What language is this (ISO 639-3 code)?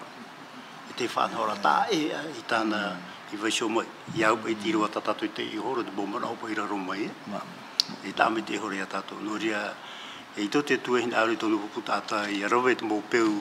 tah